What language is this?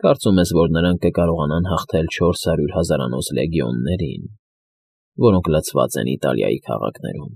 Armenian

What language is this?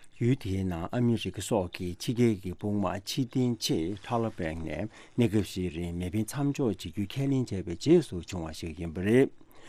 Tibetan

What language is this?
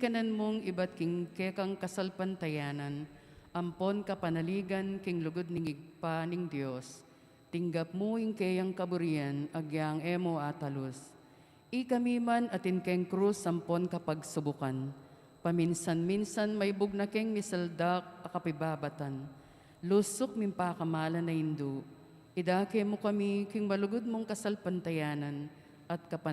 Pampanga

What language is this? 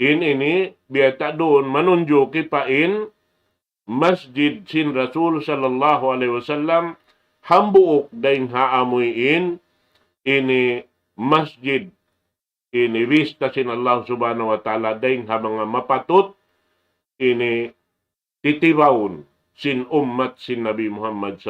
Tausug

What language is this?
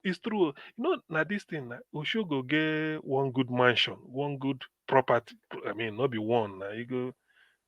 Nigerian Pidgin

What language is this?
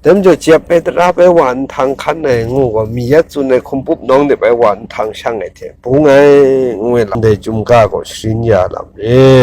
Kachin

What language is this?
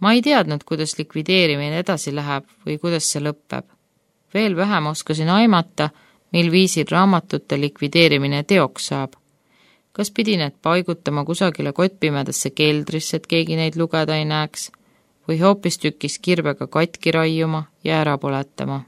Estonian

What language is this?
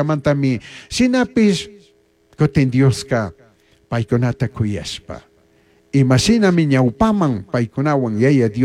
Chimborazo Highland Quichua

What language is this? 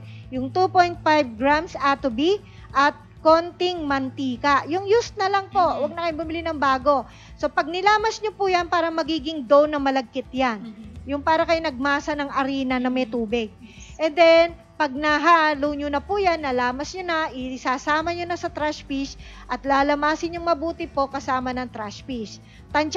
Filipino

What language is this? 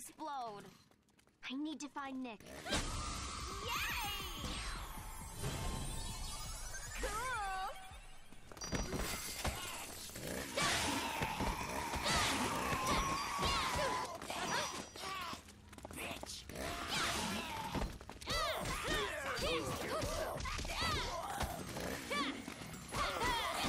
English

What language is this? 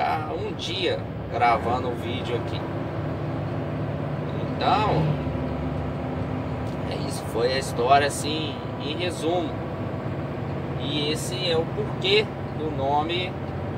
Portuguese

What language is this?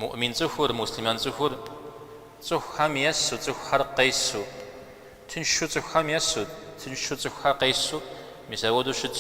Kabardian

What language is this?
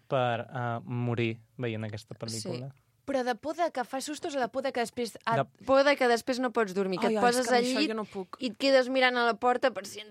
Catalan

